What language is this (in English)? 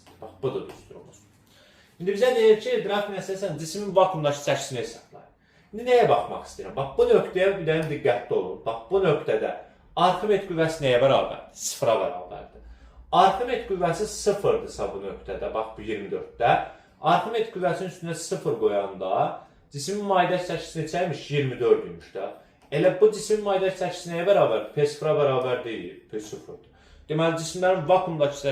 Azerbaijani